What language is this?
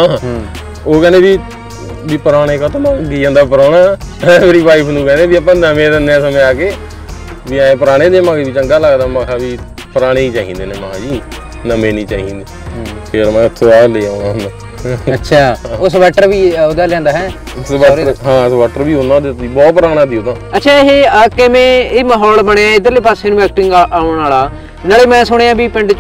Punjabi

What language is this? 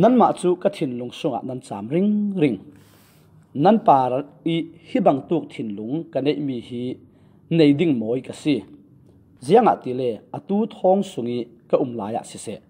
Falam Chin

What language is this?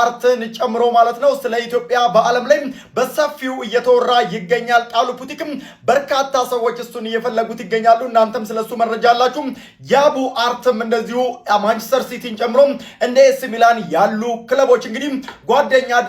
Amharic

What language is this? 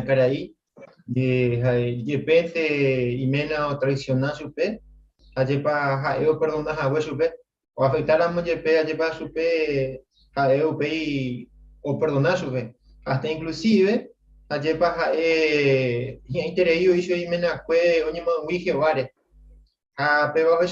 Guarani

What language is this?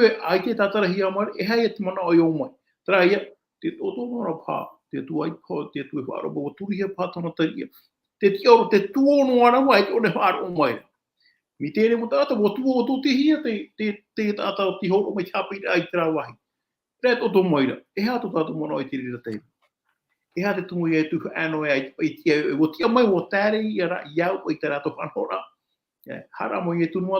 Tahitian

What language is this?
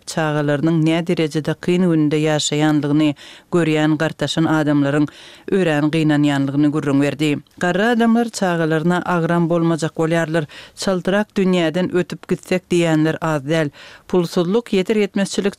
Turkmen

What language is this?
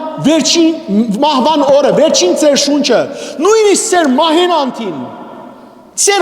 Western Armenian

